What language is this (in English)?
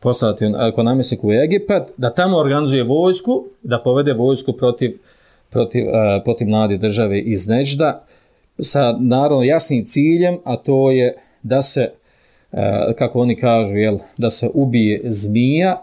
Bosnian